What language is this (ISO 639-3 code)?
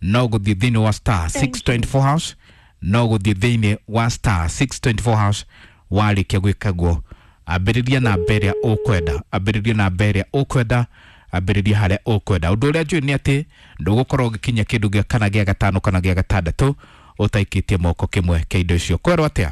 kik